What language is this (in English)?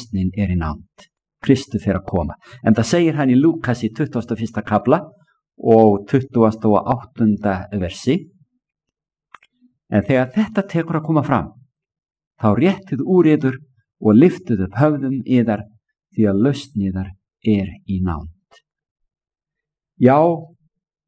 Icelandic